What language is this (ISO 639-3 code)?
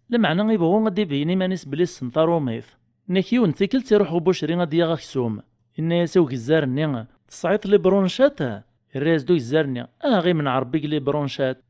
kab